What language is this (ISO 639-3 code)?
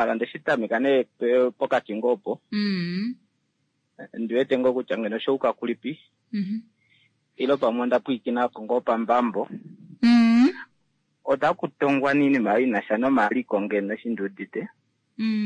kua